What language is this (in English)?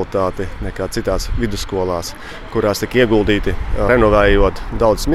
Latvian